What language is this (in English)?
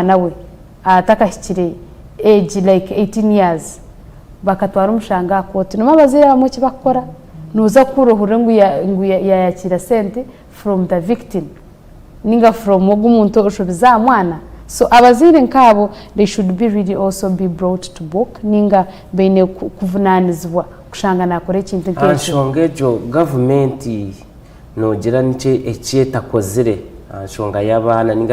Nyankole